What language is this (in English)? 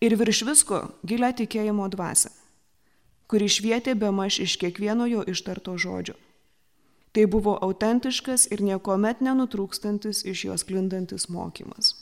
Lithuanian